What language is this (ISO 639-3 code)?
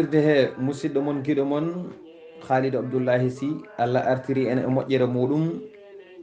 ful